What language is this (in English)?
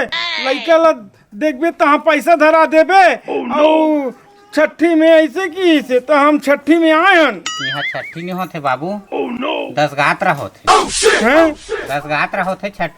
Chhattisgarhi